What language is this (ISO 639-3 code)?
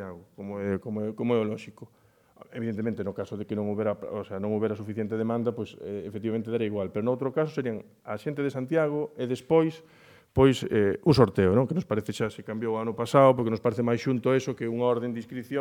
glg